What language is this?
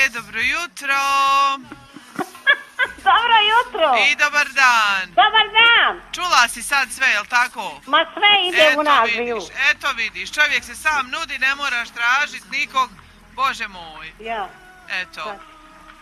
Croatian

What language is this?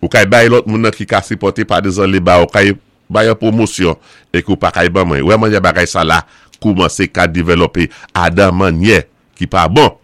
Saint Lucian Creole French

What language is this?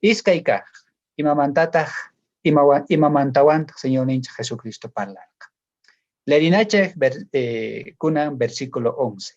South Bolivian Quechua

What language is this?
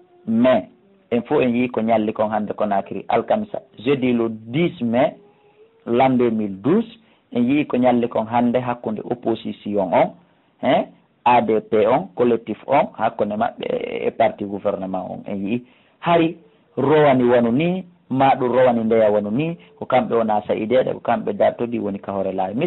Fula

